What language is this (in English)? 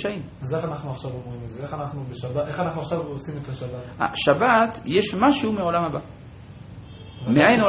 Hebrew